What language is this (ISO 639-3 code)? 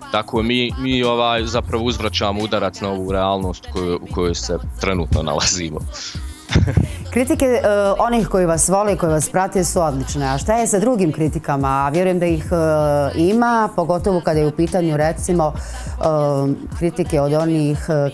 bos